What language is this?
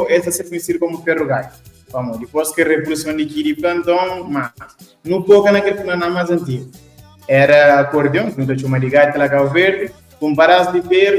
Kabuverdianu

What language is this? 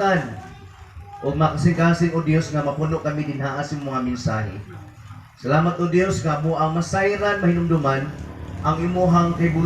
Cebuano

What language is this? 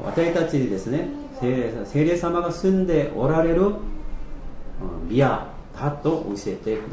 Japanese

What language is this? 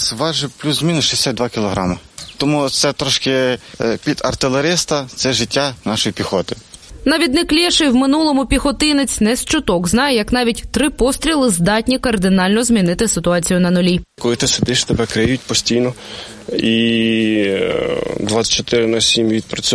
Ukrainian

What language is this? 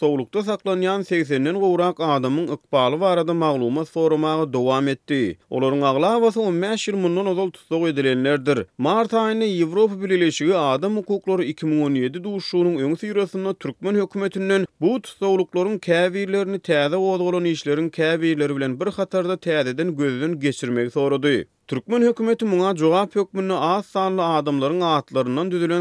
Turkmen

